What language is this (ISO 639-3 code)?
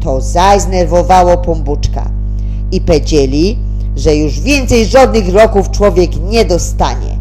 szl